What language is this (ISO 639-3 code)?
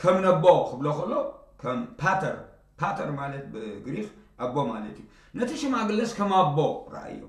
tir